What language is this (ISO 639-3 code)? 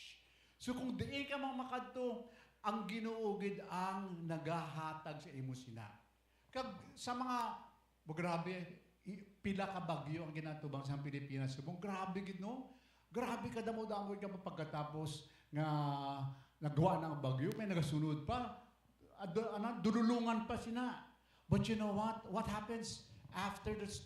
hil